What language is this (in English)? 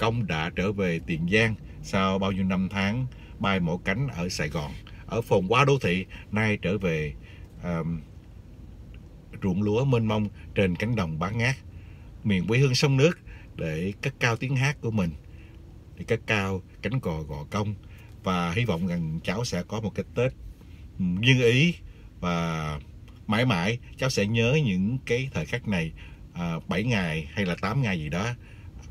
Vietnamese